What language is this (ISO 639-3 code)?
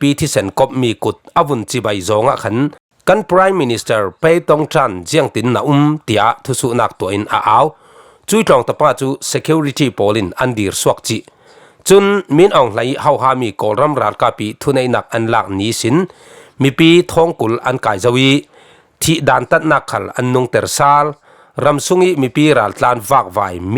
cfm